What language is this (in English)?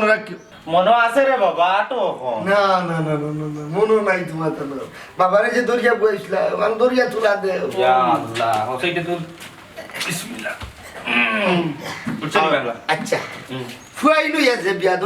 Sylheti